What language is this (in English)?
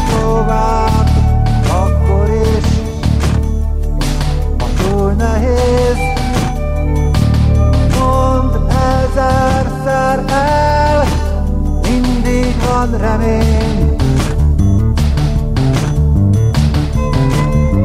Hungarian